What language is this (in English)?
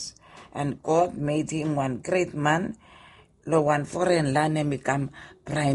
Bislama